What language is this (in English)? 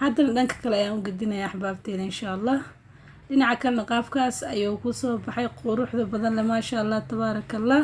Somali